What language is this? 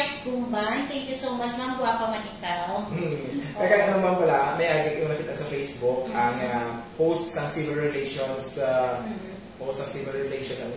Hiligaynon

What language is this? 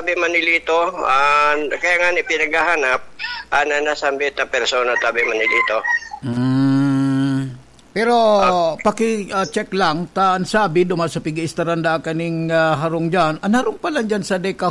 Bikol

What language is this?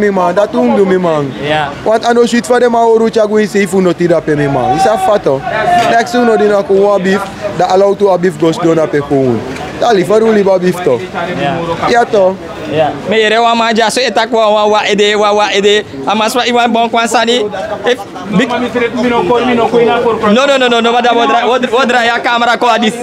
Sranan Tongo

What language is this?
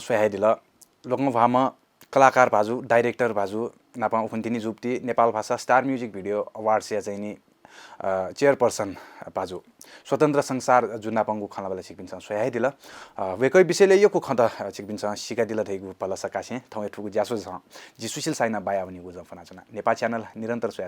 Newari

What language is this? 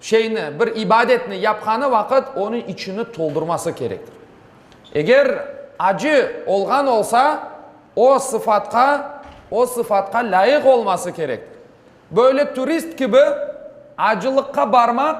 Crimean Tatar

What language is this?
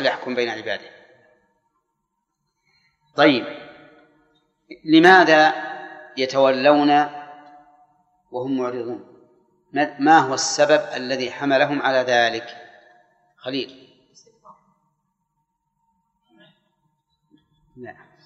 Arabic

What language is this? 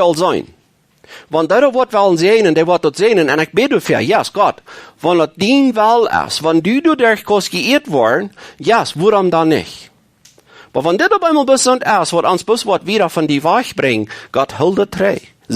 Plautdietsch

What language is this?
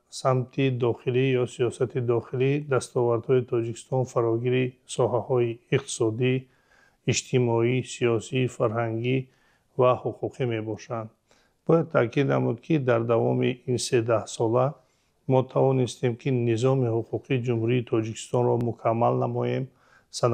Tajik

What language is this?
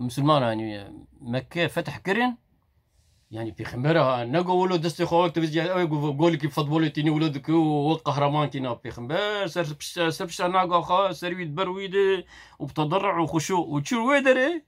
Kurdish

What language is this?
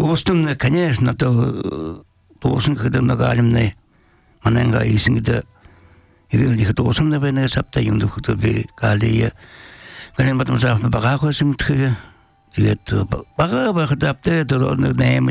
Belarusian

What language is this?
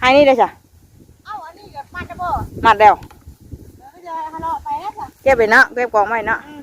Northeastern Thai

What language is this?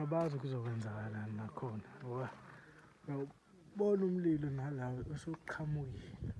Zulu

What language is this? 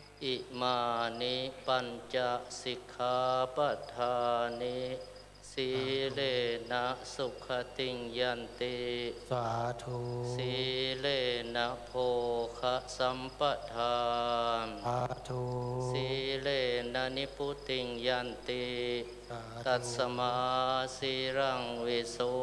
Thai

